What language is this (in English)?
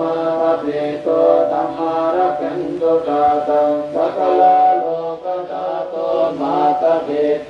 Pali